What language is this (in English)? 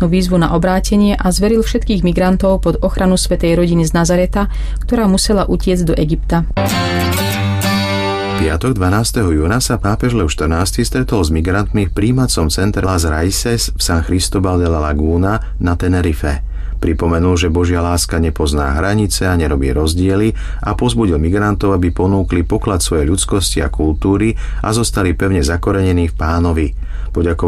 Slovak